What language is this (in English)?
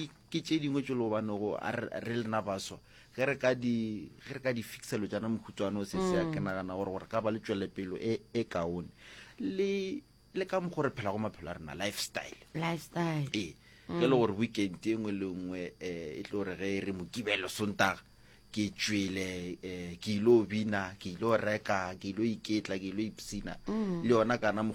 Northern Sotho